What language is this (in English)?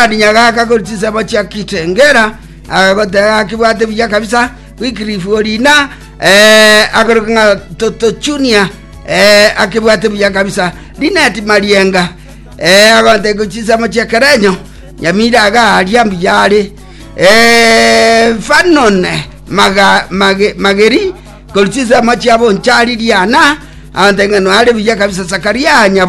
Gusii